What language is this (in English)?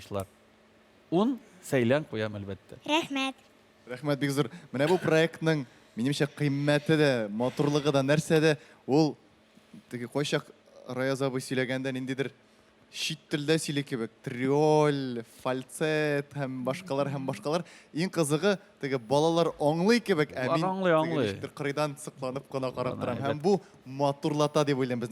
Tatar